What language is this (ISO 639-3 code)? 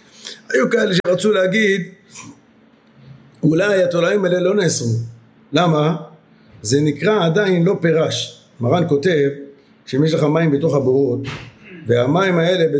heb